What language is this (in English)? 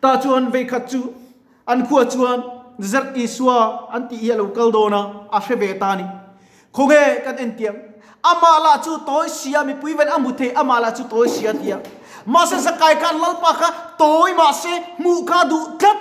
Mizo